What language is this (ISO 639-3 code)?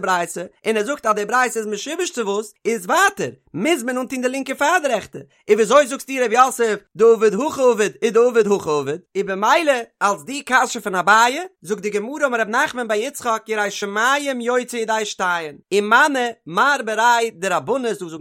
yid